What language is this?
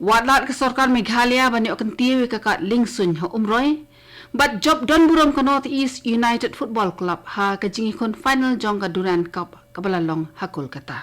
Khasi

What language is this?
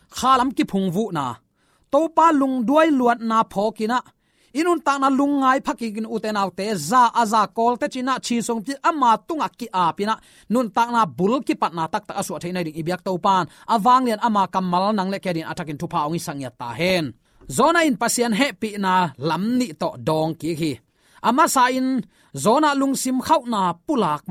Tedim Chin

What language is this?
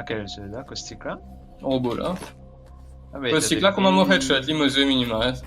Morisyen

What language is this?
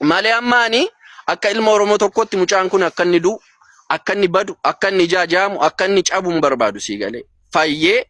Oromo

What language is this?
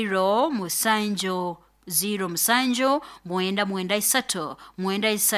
Nyoro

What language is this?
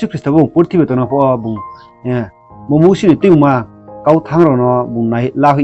Riang (India)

